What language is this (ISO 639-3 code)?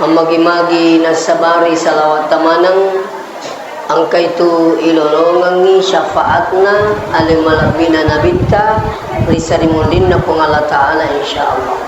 bug